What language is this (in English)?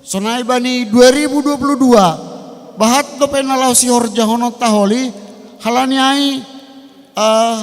Batak Simalungun